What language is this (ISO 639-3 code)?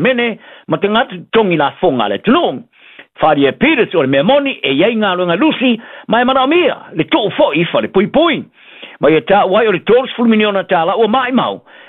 smo